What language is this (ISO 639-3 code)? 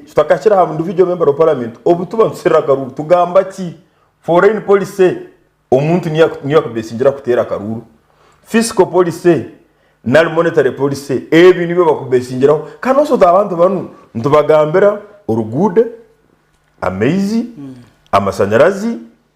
nyn